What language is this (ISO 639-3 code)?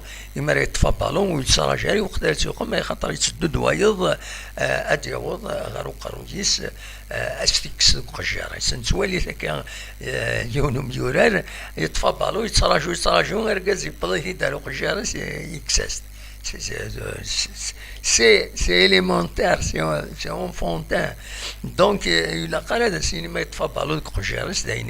kab